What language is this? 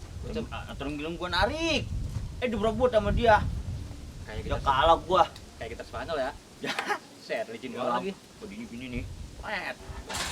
Betawi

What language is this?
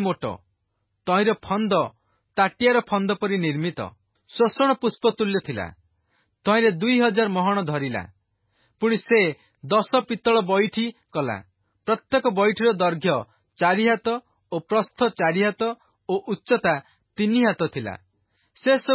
Odia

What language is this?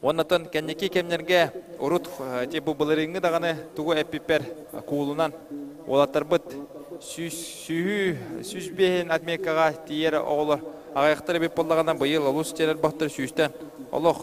Yakut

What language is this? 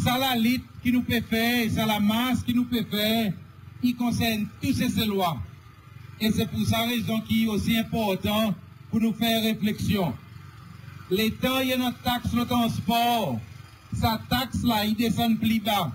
Seselwa Creole French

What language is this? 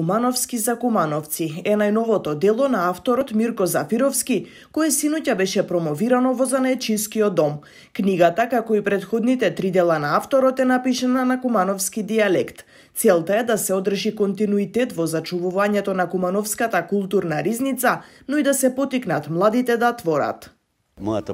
Macedonian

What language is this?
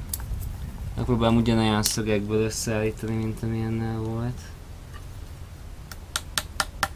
Hungarian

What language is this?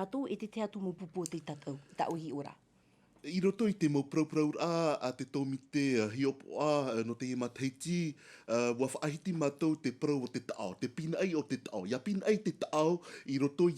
Tahitian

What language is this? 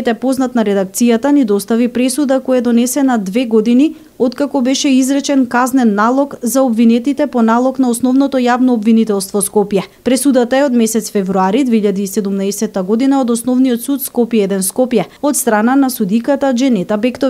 Macedonian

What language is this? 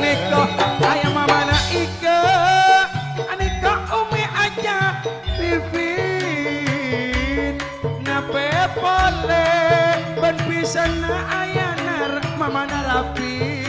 Madurese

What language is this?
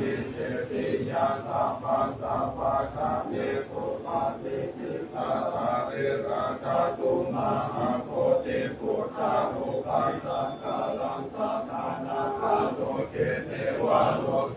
Pali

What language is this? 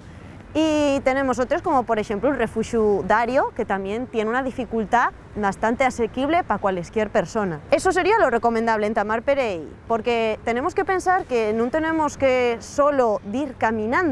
Asturian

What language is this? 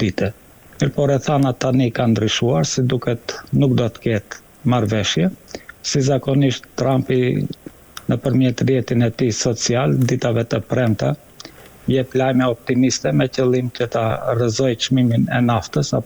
Albanian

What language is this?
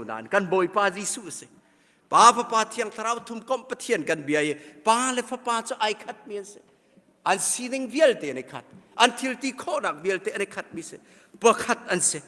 Hakha Chin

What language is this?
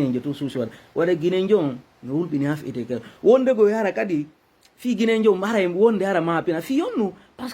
Fula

